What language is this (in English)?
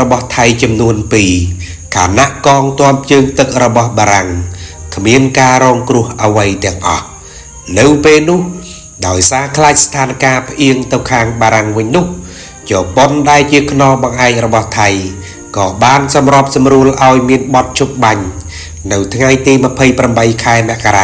Khmer